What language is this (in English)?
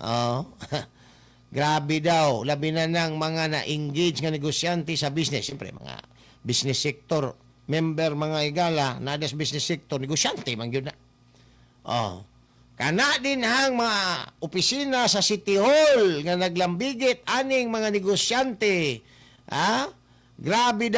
Cebuano